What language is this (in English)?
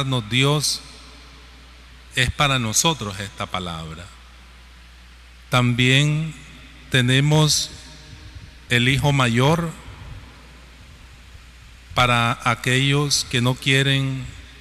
Spanish